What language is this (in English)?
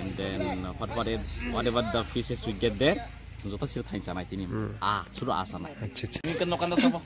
Kok Borok